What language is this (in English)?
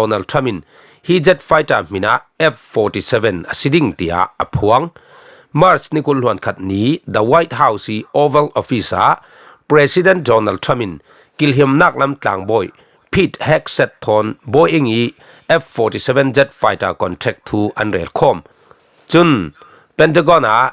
Falam Chin